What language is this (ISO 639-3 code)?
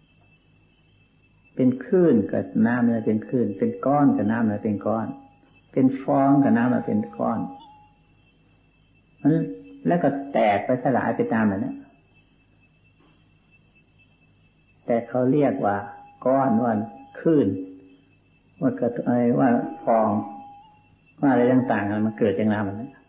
tha